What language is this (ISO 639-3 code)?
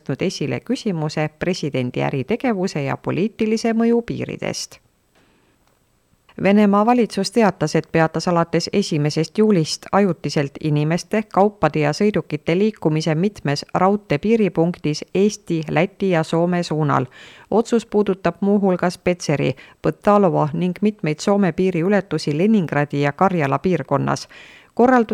est